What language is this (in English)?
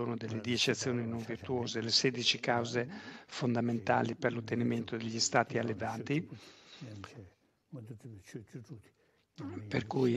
Italian